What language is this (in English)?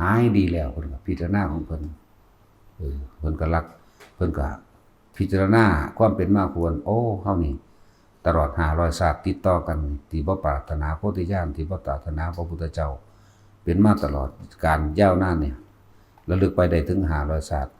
Northeastern Thai